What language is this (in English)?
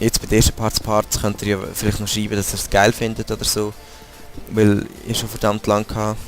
Swiss German